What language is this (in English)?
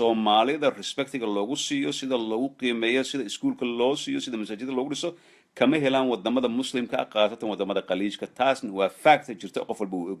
Somali